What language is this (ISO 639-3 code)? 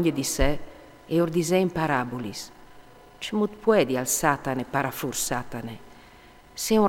fur